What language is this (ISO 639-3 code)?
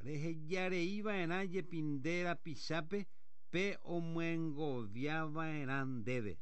grn